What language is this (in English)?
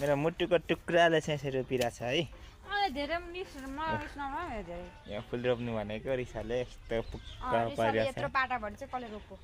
Nepali